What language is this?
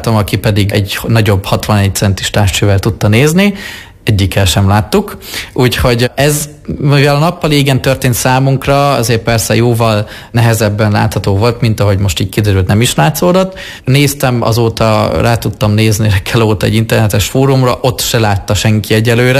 Hungarian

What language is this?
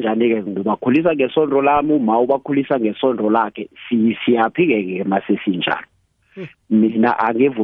South Ndebele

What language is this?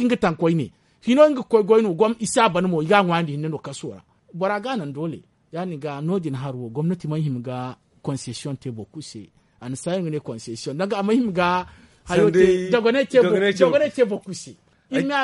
Zarma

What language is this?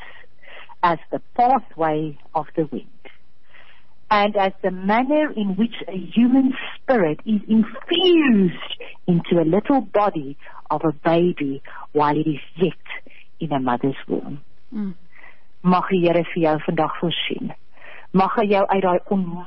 Afrikaans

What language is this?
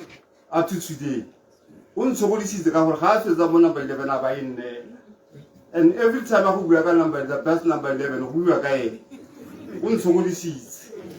Tswana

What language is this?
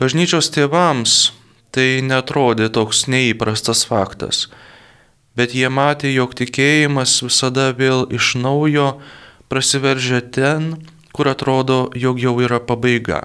Lithuanian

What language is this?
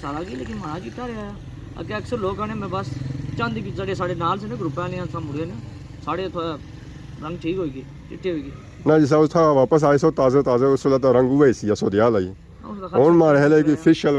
Pahari-Potwari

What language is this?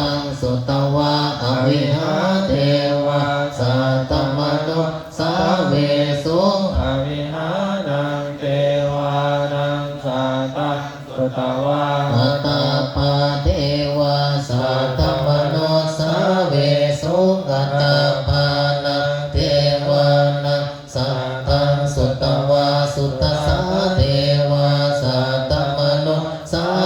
Pali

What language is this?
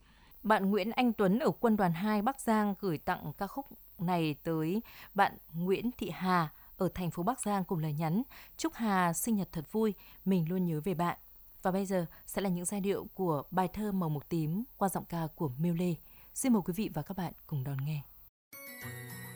Vietnamese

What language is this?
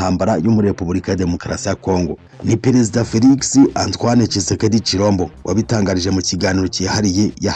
Kinyarwanda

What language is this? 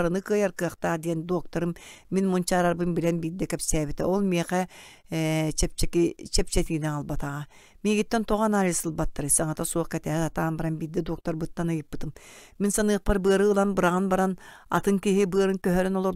Yakut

